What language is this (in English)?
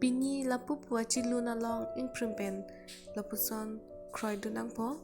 Karbi